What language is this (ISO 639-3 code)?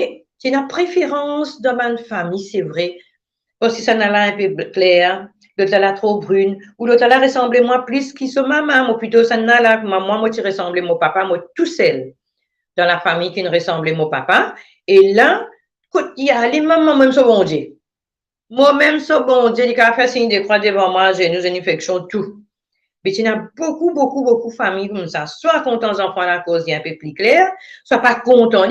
mfe